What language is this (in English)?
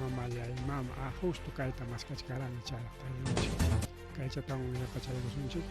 Ayacucho Quechua